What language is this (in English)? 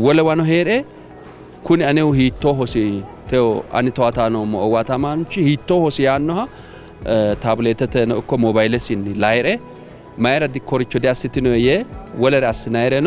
Sidamo